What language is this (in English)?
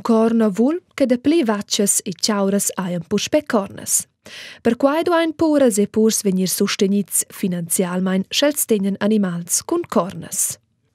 Romansh